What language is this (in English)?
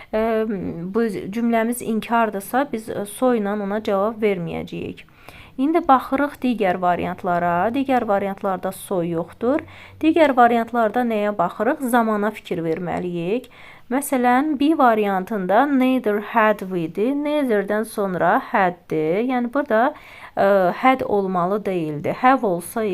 Azerbaijani